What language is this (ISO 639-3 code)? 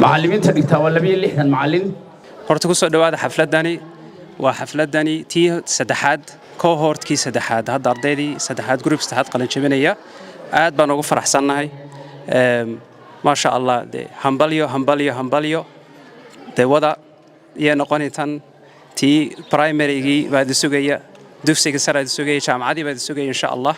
som